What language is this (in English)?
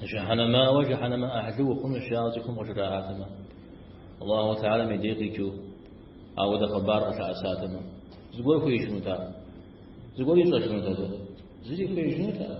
Kabardian